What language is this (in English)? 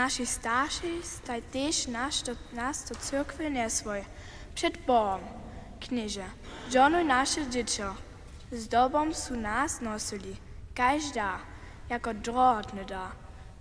Upper Sorbian